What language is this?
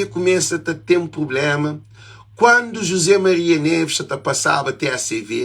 Kabuverdianu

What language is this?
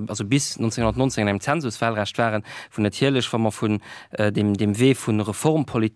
Luxembourgish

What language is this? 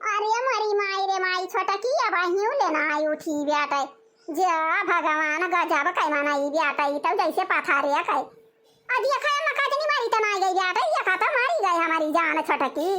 Awadhi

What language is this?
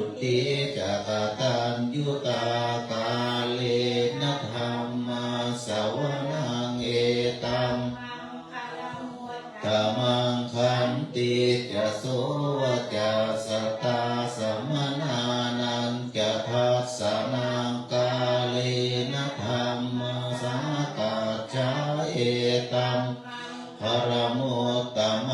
Pali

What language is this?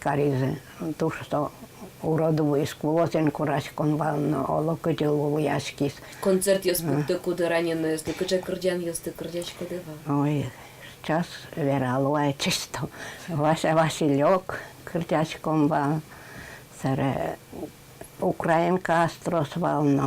Udmurt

